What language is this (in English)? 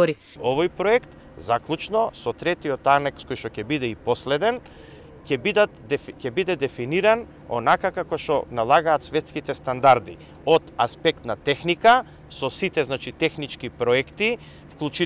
Macedonian